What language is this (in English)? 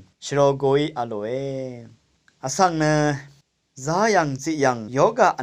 Rawang